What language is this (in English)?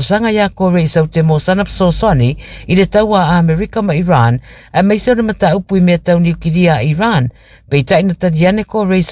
Samoan